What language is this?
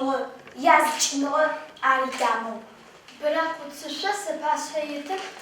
Adyghe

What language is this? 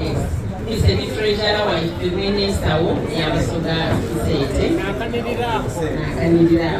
Soga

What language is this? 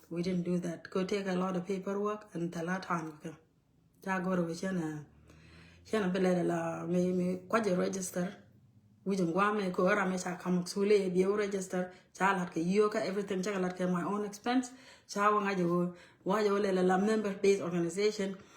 Nuer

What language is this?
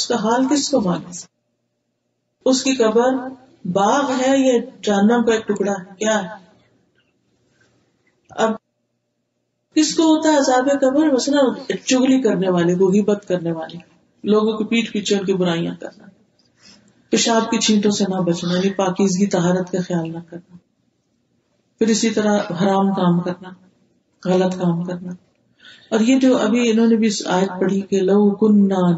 Urdu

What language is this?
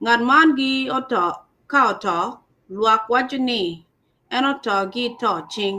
Acoli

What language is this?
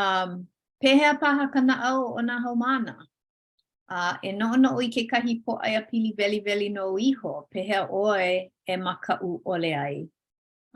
Hawaiian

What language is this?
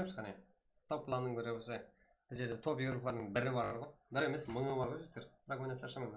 Kara-Kalpak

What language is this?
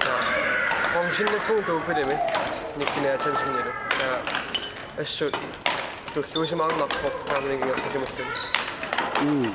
Kalaallisut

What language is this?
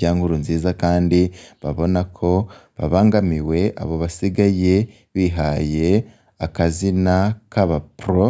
Rundi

